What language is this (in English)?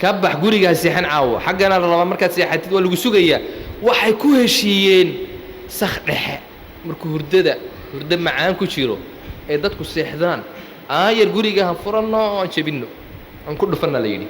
Somali